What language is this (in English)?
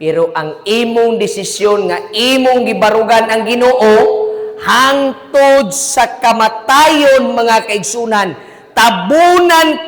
Cebuano